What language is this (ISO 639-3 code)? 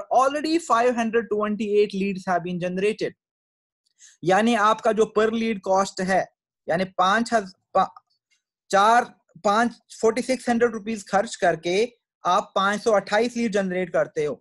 hin